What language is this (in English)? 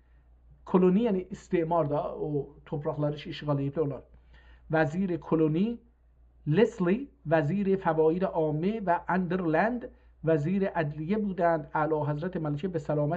South Azerbaijani